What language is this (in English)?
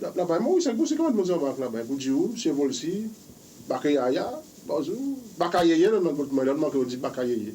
Seselwa Creole French